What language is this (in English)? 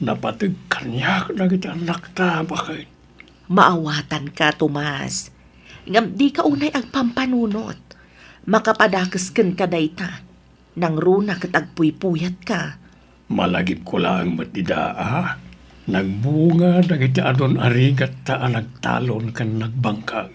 Iloko